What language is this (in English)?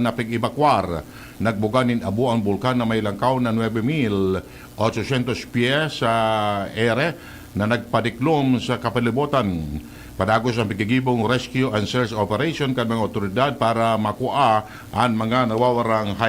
Bikol